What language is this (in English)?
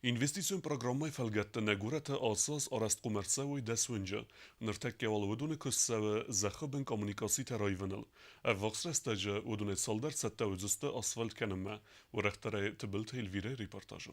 Ossetic